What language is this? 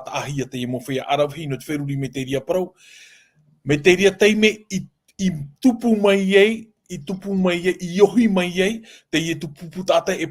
Tahitian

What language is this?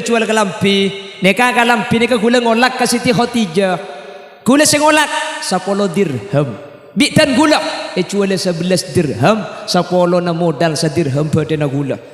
Madurese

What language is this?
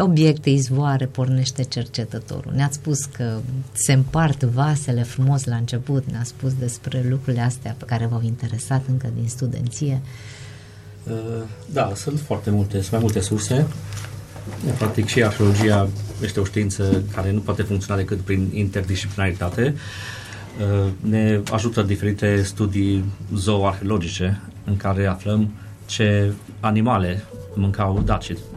Romanian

